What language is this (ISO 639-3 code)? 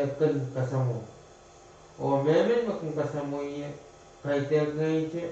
pon